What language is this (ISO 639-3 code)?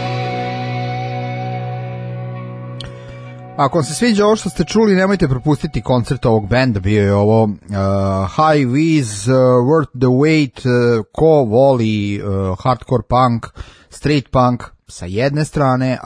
srp